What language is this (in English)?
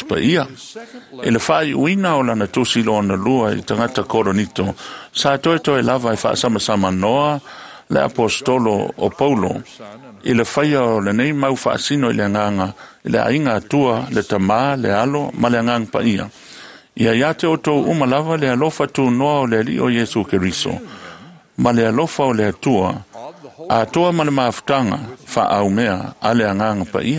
Samoan